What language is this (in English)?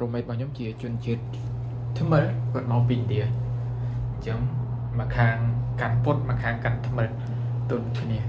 Khmer